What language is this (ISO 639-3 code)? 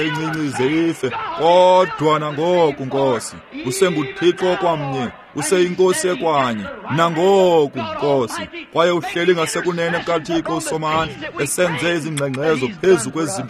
xho